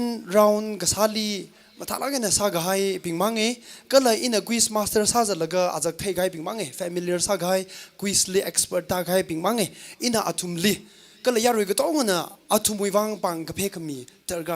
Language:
Tangkhul Naga (India)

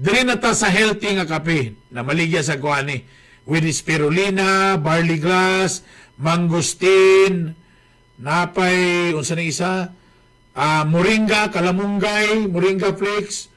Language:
Cebuano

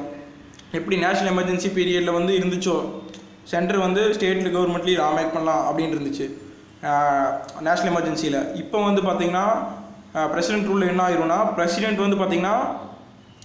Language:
Tamil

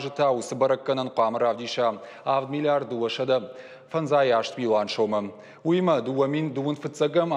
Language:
Ossetic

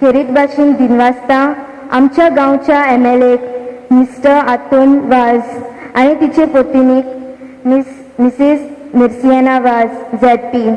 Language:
Konkani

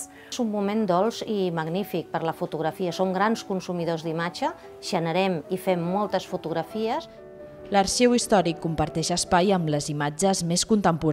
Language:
Catalan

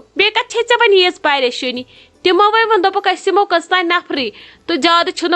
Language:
Kashmiri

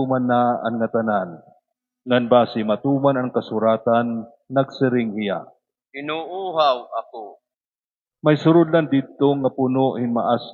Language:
Waray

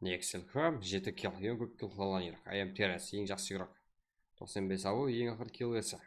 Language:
Kara-Kalpak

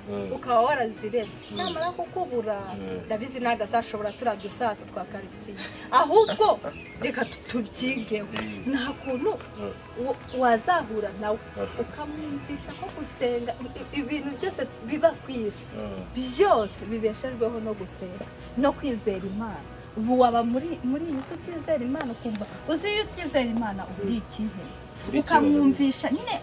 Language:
Kinyarwanda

